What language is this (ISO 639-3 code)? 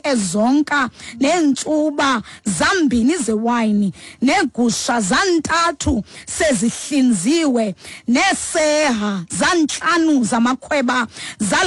xho